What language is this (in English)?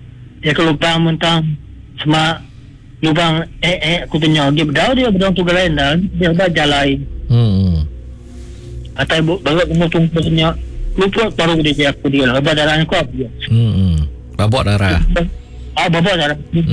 Iban